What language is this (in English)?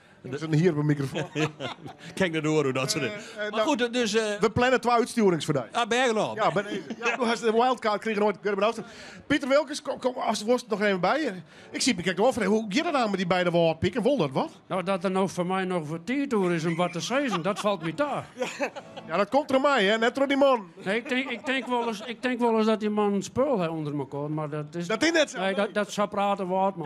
Western Frisian